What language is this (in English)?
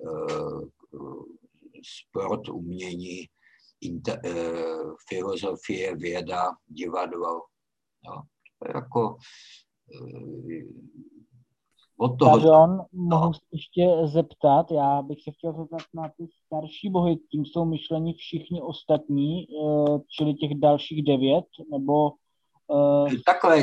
Czech